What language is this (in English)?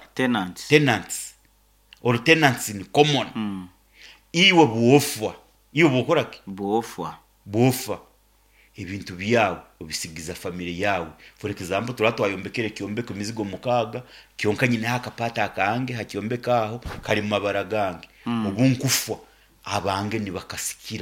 Nyankole